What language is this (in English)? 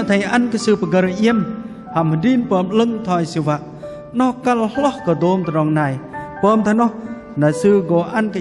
Bahnar